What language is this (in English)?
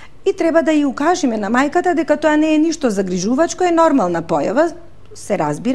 Macedonian